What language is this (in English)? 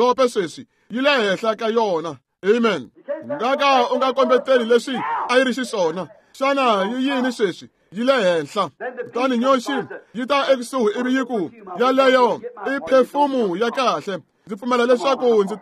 Tsonga